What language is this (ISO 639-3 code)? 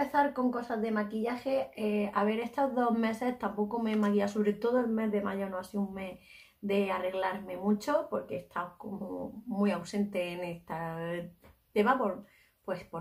spa